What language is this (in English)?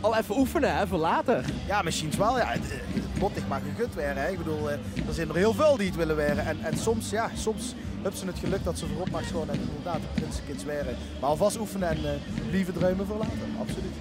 Limburgish